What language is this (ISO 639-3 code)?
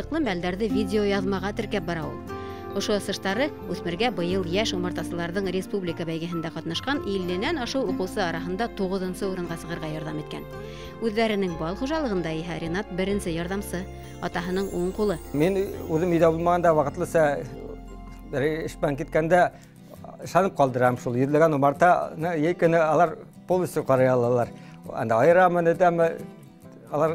bak